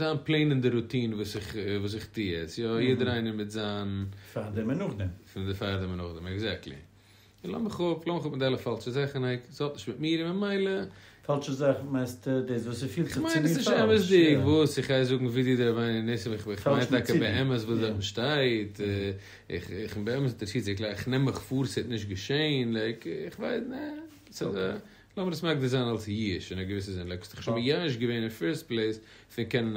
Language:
Yiddish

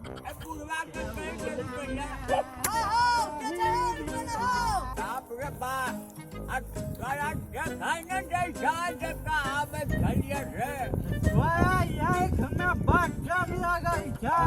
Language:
Maithili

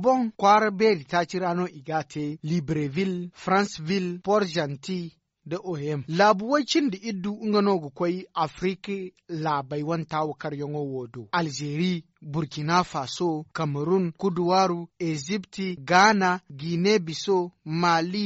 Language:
Zarma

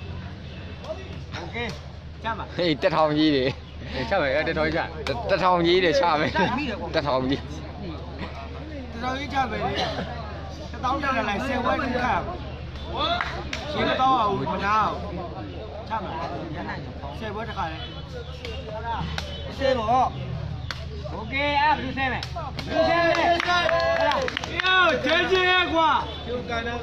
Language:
Burmese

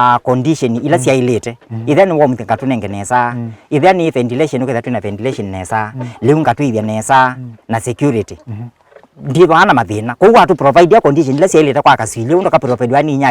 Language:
Kamba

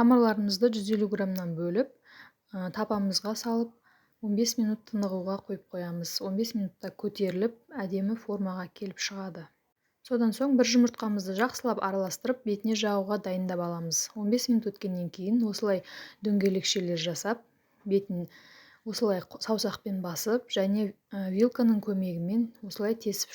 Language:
Kazakh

